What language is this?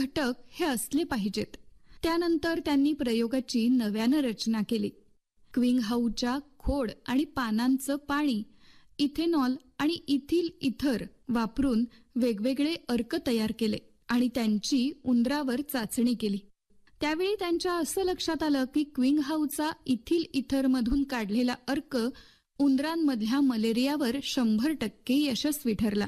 Marathi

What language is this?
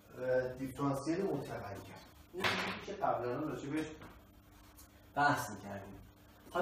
Persian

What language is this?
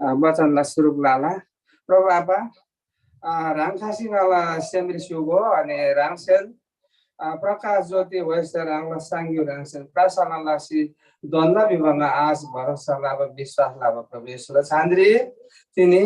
Eastern Tamang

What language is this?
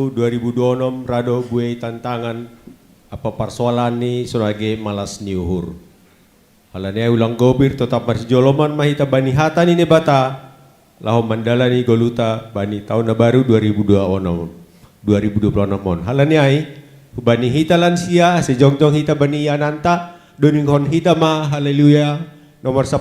Batak Simalungun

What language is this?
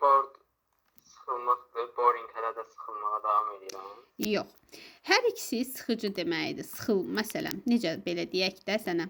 Azerbaijani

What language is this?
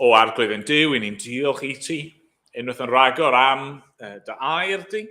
Welsh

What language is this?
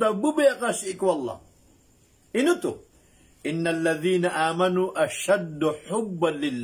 Maranao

